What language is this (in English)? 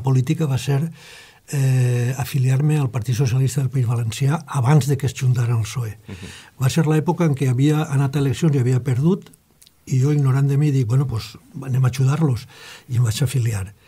Catalan